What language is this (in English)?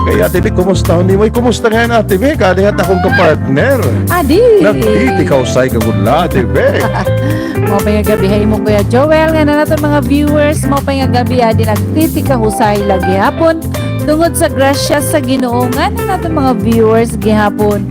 Waray